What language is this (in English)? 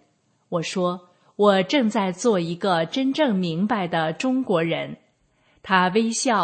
Chinese